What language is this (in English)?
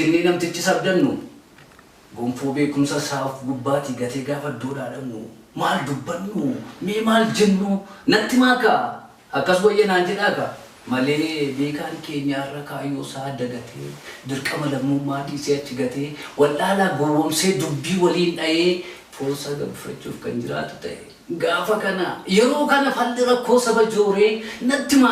Oromo